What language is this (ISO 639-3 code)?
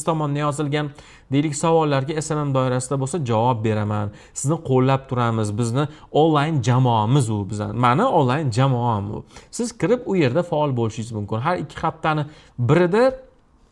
uzb